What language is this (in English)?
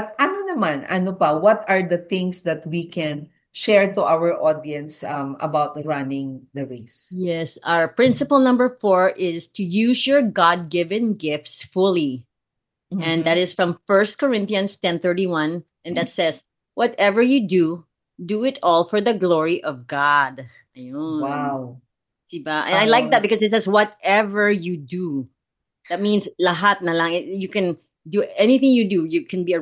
Filipino